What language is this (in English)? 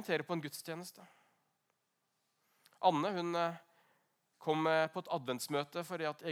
Norwegian